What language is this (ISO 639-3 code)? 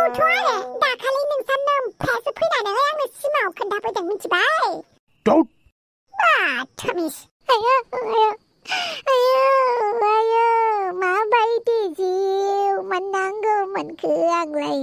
brx